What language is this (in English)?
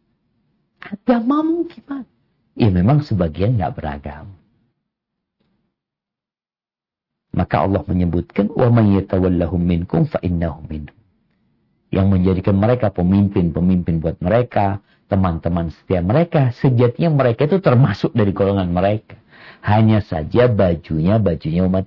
Indonesian